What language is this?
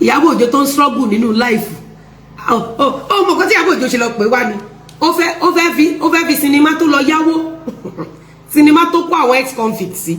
Yoruba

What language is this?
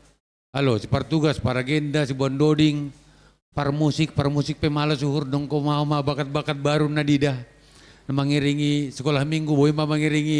Batak Simalungun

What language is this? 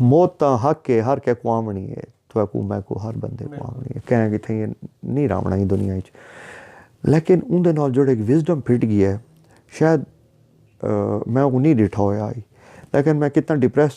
Saraiki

